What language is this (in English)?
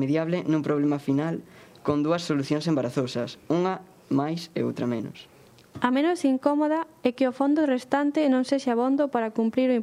Galician